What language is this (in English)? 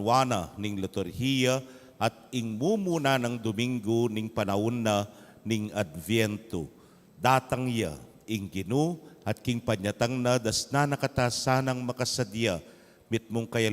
Pampanga